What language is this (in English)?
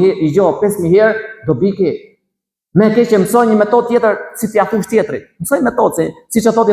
Albanian